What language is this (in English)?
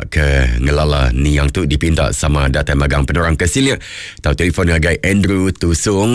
Iban